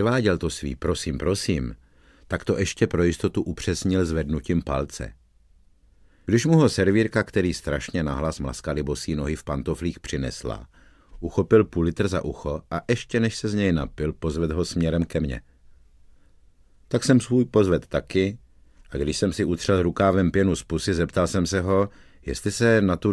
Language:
Czech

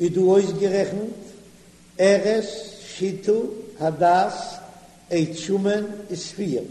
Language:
Yiddish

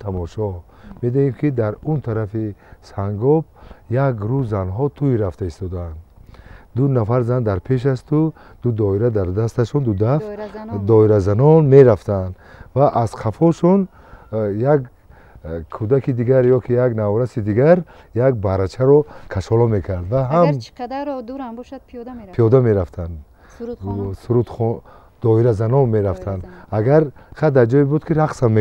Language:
Tajik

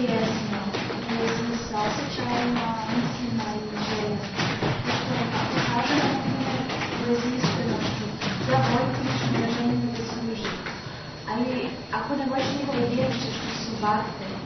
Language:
Serbian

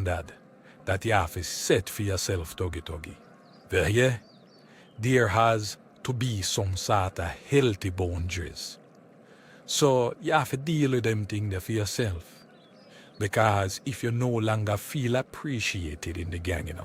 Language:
Jamaican Creole English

